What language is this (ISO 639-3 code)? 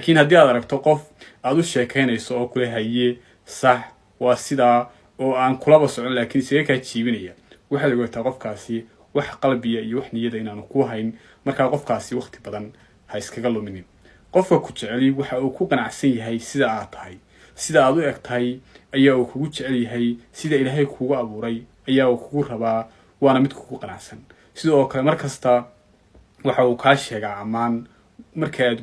som